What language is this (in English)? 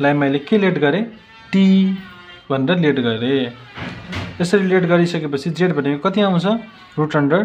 Nepali